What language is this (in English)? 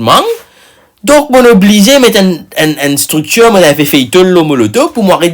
Morisyen